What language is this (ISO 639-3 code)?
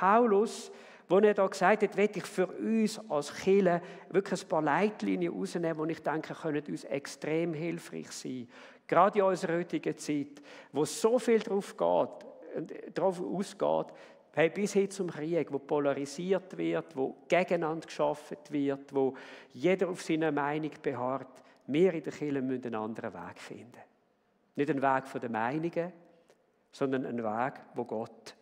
gsw